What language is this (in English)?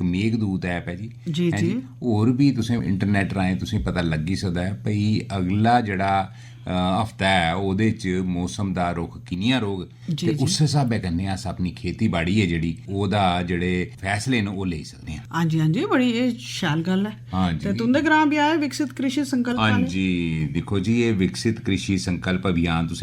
Dogri